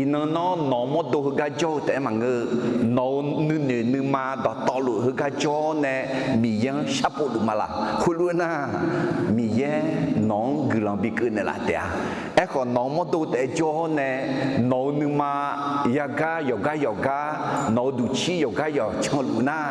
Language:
Akha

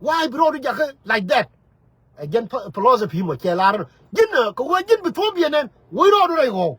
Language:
Nuer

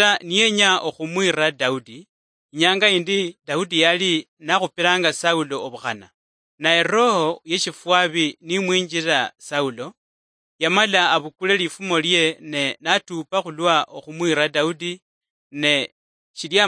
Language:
Luyia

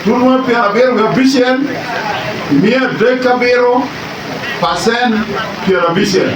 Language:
Lango (Uganda)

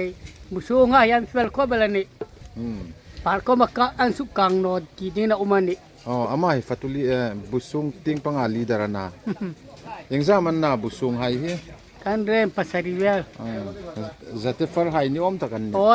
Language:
Hmar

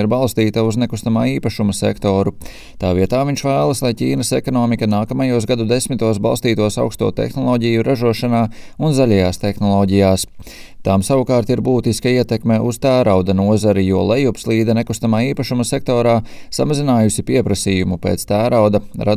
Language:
Latvian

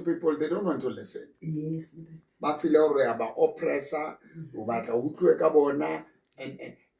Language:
Southern Sotho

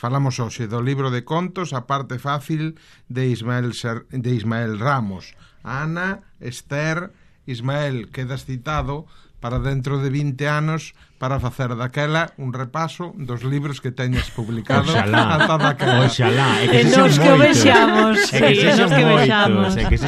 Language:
Galician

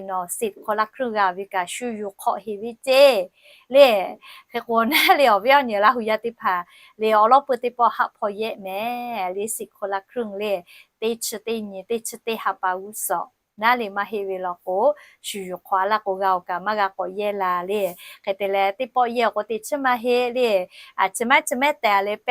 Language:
Lahu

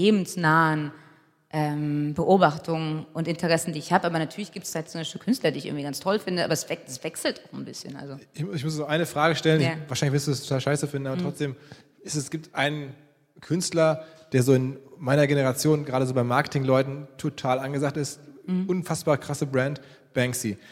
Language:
German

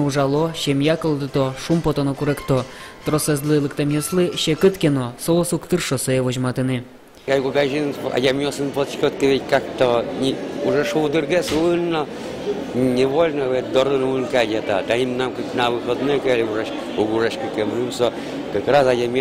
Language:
Udmurt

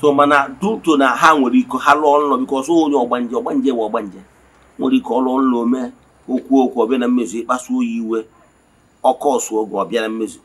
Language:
Igbo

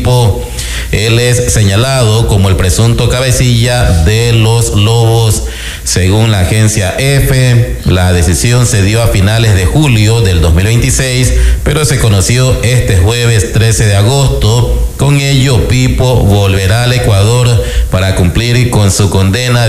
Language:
Spanish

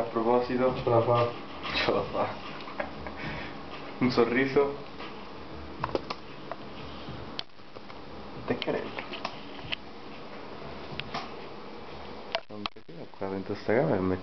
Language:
Italian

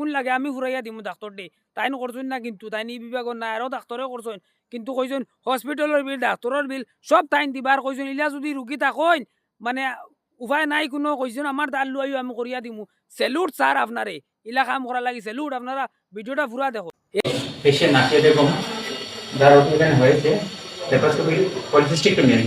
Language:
Sylheti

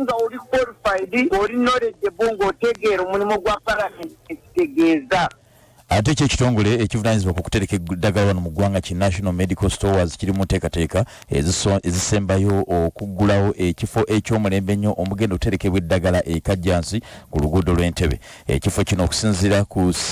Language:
Ganda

